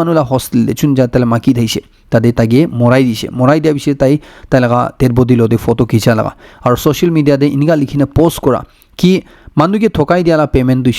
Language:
Naga Pidgin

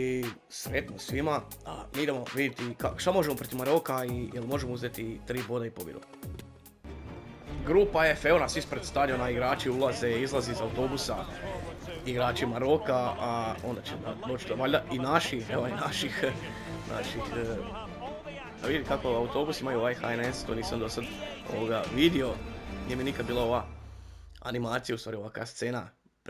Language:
Croatian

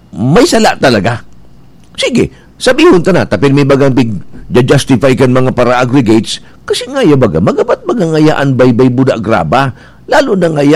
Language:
Bikol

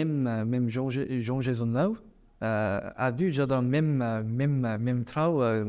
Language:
Breton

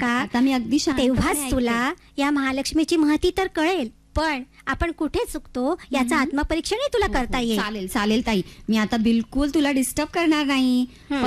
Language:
Marathi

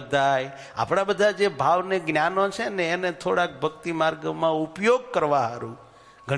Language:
Gujarati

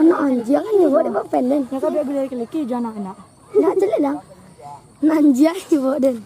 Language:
Minangkabau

